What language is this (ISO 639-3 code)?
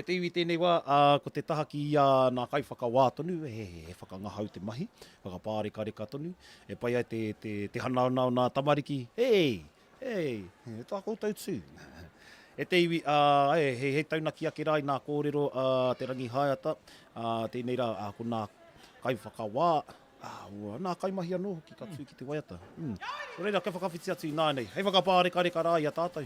mri